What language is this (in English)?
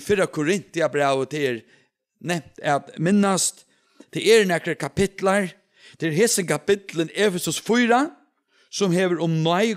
Faroese